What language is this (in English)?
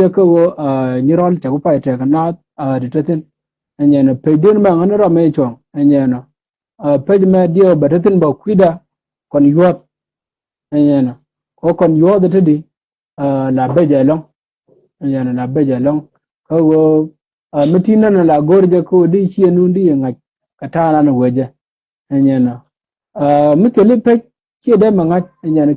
Nuer